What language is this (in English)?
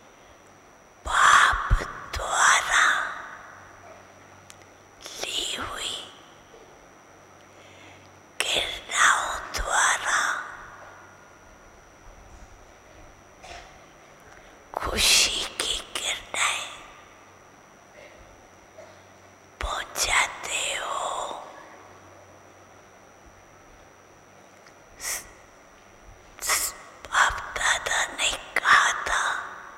Hindi